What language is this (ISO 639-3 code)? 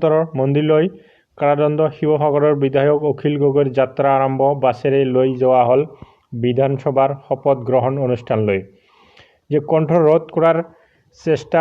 asm